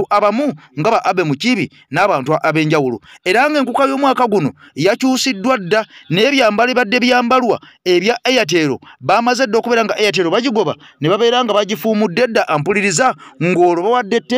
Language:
Ganda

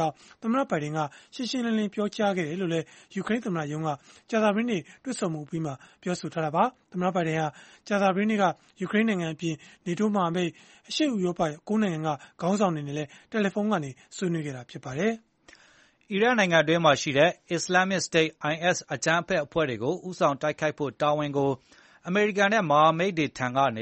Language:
Burmese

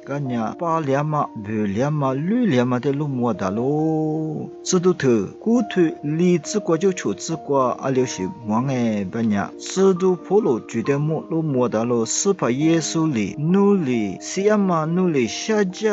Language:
Lisu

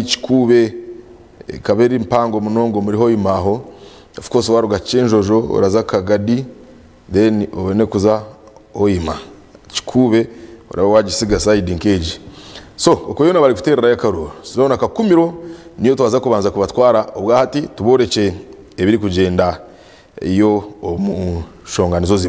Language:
Nyankole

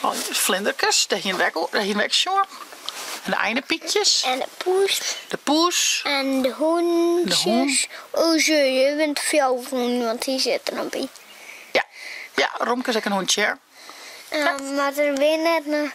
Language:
Western Frisian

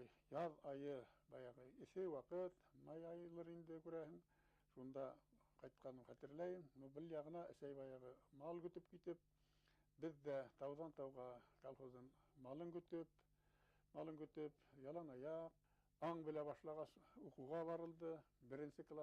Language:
Bashkir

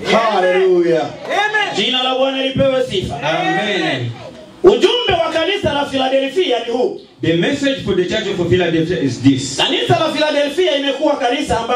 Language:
Swahili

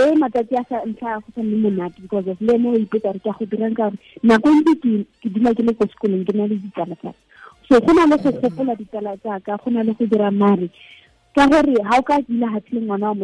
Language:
Tswana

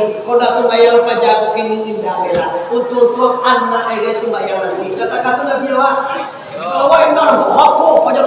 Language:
Minangkabau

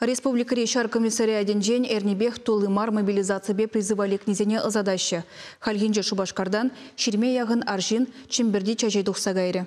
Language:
Chuvash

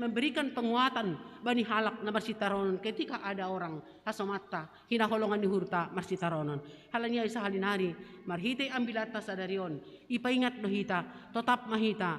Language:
Batak Simalungun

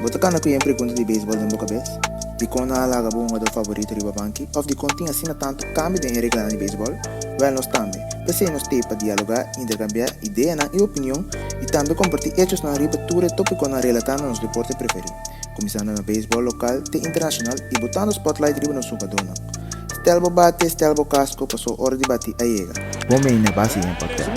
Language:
Papiamento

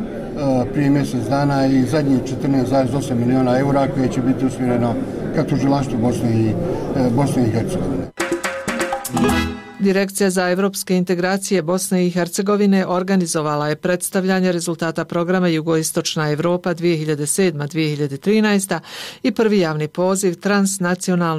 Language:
Bosnian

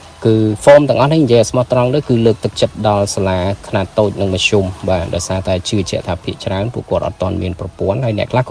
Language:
Khmer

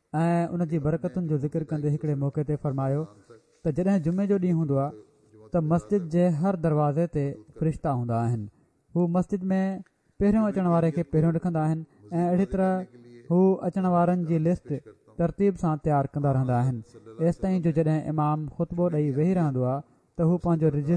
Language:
Sindhi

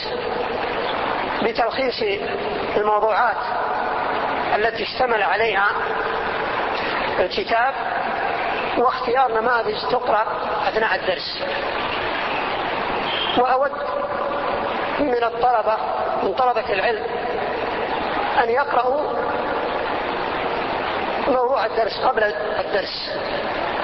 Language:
Arabic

